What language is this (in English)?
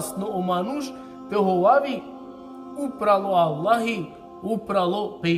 Balkan Romani